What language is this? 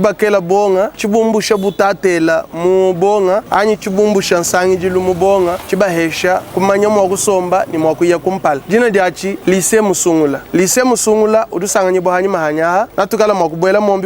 Luba-Lulua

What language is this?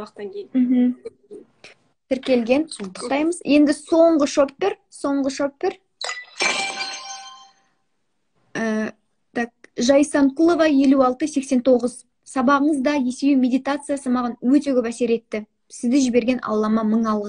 Kazakh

